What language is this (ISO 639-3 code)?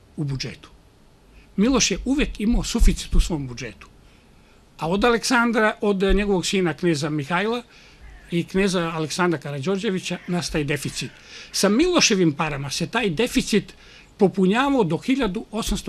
srp